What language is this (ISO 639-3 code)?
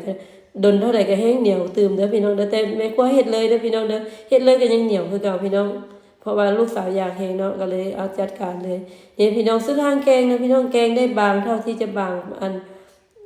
lao